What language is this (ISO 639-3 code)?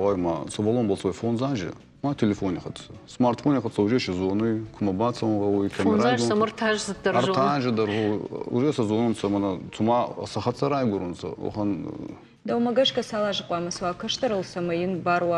oss